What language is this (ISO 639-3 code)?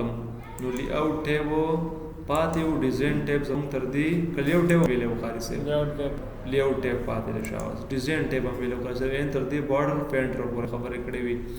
pus